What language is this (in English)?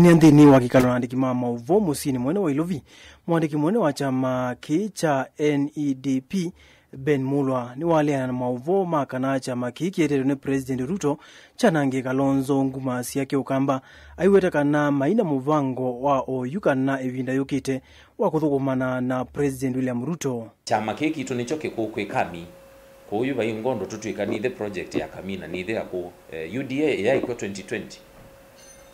Kamba